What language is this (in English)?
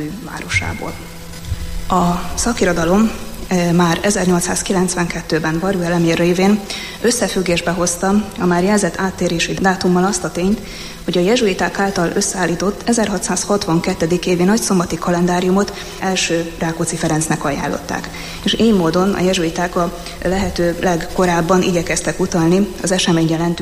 Hungarian